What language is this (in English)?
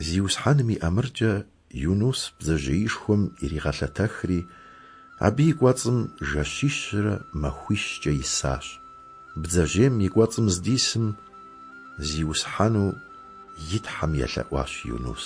Kabardian